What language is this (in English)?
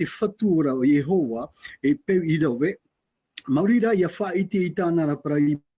Tahitian